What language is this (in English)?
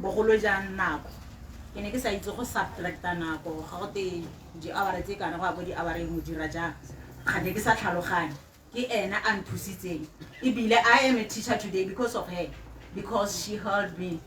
Tswana